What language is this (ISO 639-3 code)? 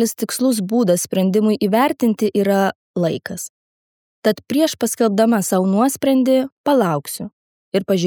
lit